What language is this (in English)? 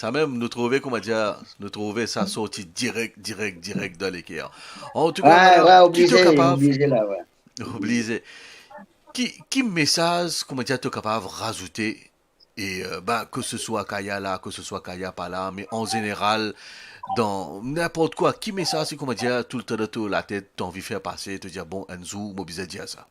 Morisyen